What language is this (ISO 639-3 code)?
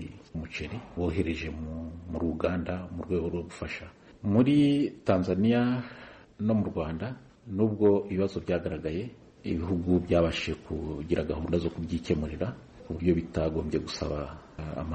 kin